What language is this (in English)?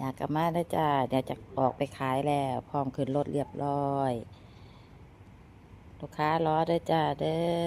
Lao